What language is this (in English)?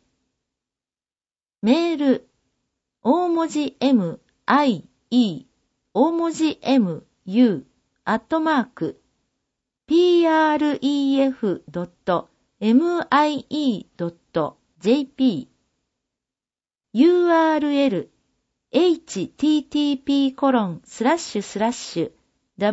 Japanese